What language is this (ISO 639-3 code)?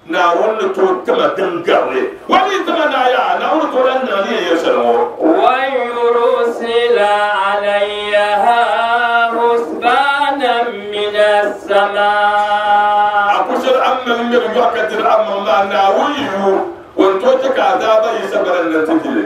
dag